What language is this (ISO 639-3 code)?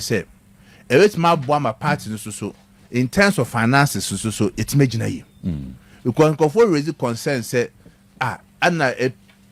aka